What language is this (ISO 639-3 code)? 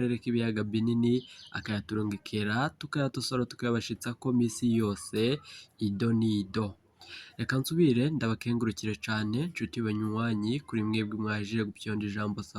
run